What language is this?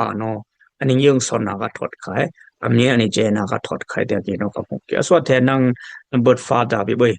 Dimasa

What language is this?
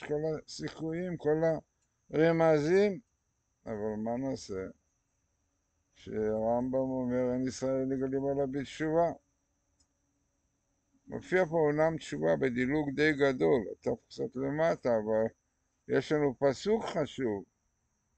Hebrew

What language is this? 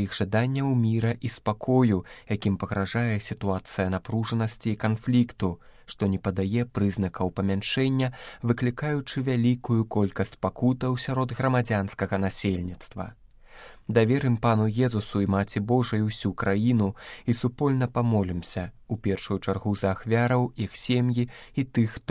Belarusian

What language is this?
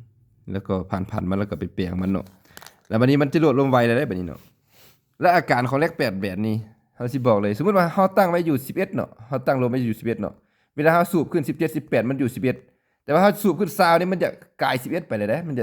Lao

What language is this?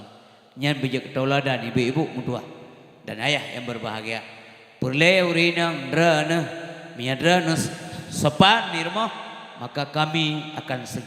Achinese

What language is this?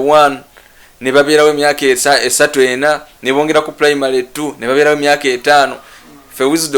Ganda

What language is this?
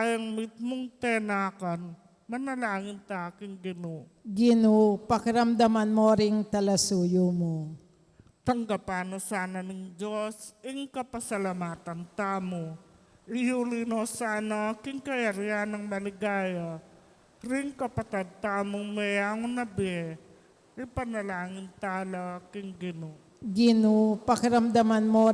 Pampanga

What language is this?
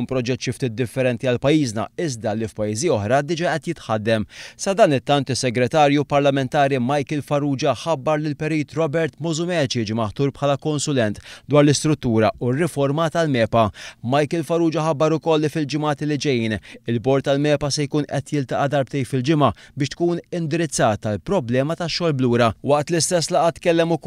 Maltese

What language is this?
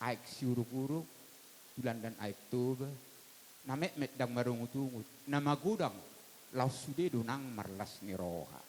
Batak Toba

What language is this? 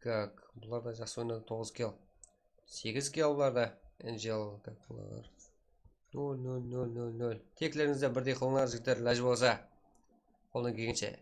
Kara-Kalpak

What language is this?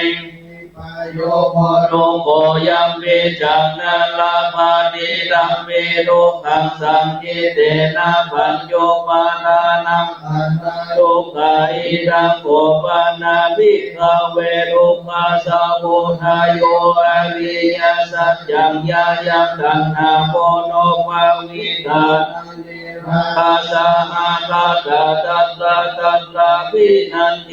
Pali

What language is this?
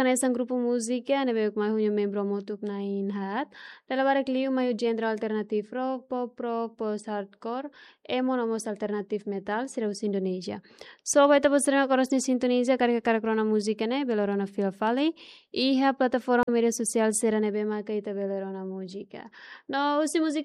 Tetum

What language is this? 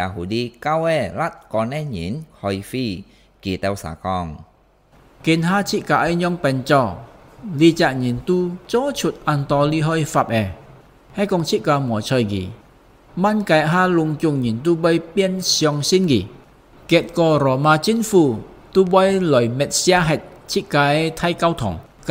Hakka Chinese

